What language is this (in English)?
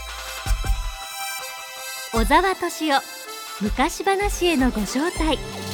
Japanese